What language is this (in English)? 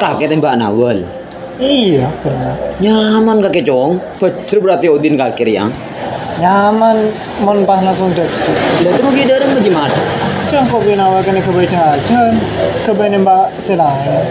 Madurese